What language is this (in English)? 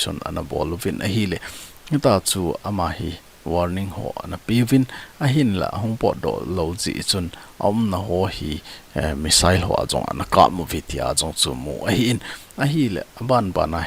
Thado Chin